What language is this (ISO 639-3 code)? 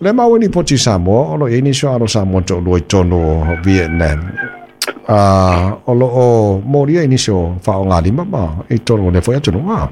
smo